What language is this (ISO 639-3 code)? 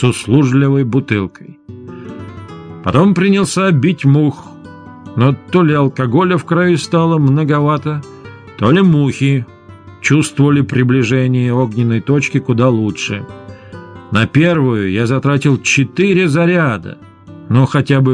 rus